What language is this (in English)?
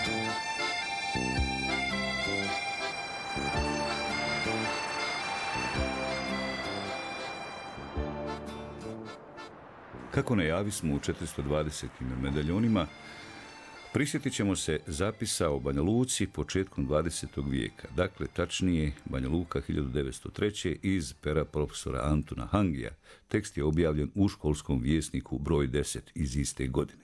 Bosnian